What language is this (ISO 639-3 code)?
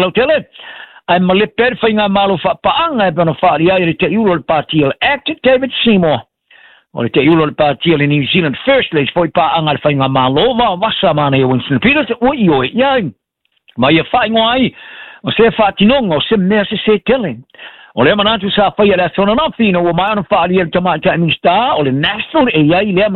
smo